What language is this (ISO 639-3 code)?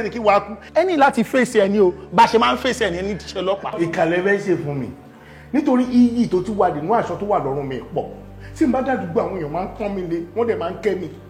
yor